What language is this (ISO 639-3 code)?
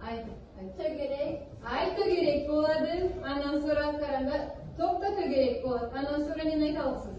krc